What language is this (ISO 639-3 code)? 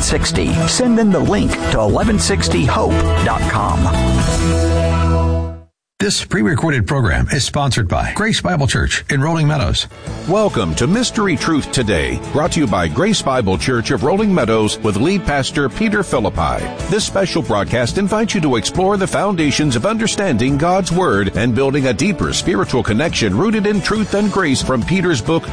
eng